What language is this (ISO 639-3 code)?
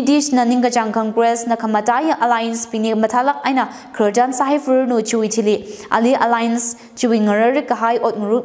nmf